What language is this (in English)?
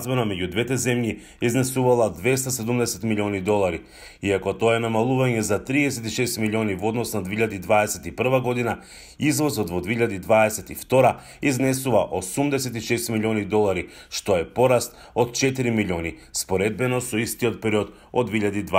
Macedonian